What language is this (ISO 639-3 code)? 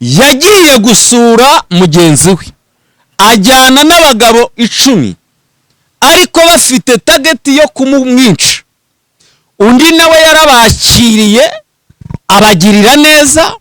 kin